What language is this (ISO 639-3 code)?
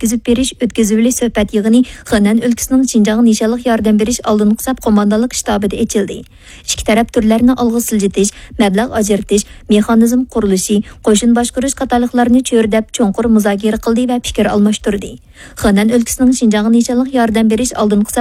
uig